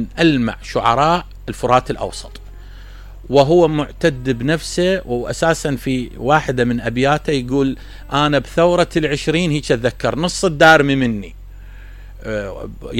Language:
Mesopotamian Arabic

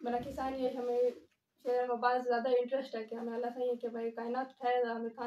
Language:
Eastern Balochi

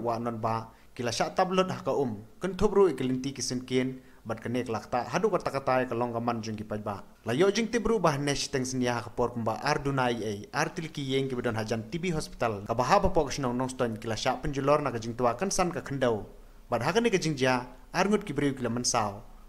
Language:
Khasi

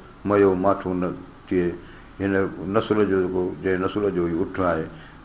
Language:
Sindhi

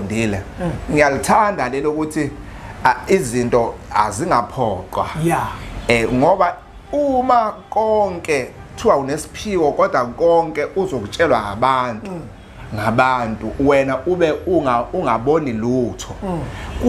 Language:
Zulu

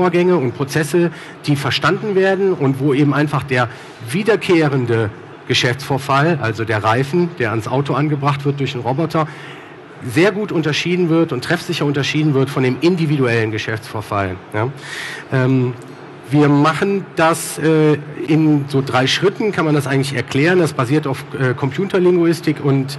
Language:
German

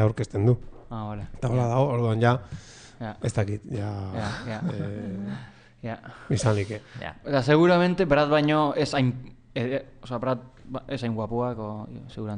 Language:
Basque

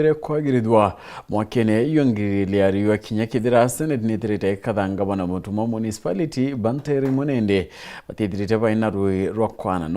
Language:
Meru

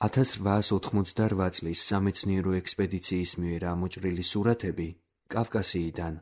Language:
Georgian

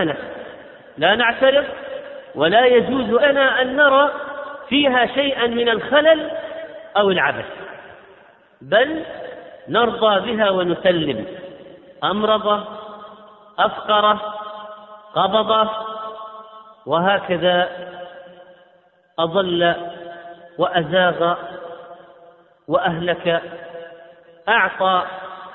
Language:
Arabic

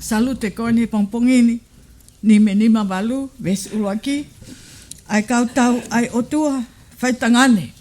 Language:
Tongan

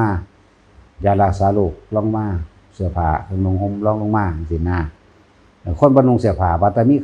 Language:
Lao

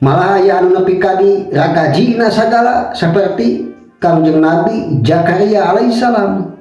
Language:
Sundanese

